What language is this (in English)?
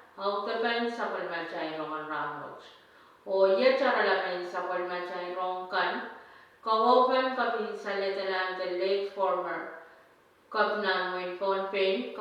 Pohnpeian